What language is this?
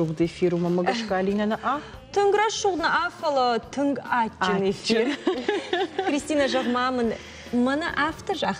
Ossetic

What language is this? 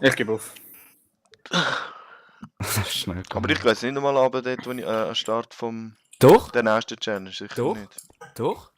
Swiss German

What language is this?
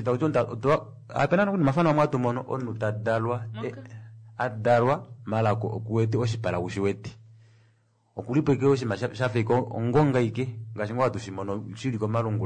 Kuanyama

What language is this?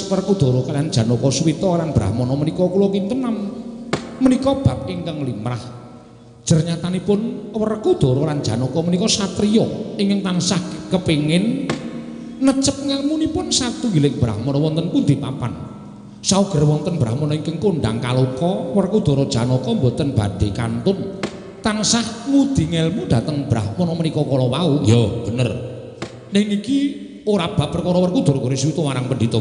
Javanese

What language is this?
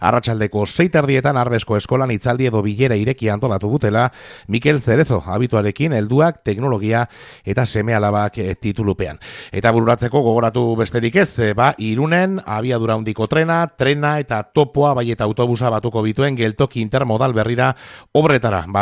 Basque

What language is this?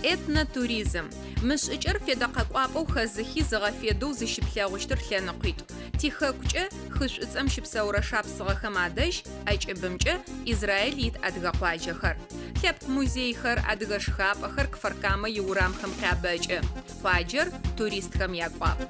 Adyghe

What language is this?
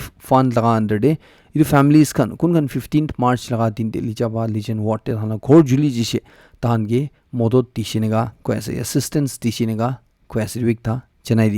Naga Pidgin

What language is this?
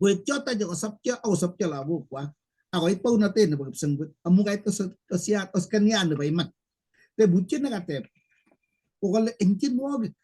Kalenjin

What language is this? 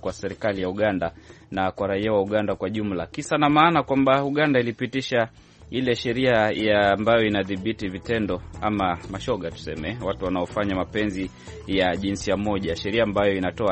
Swahili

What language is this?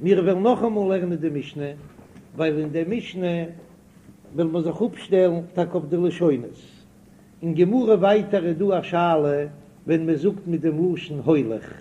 Yiddish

